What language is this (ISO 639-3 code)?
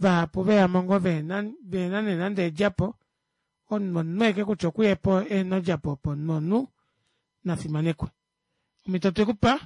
kua